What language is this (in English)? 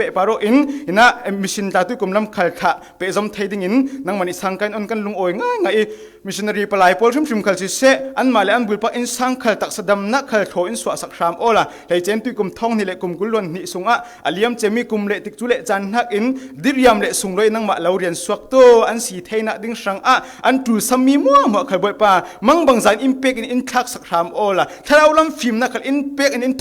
Falam Chin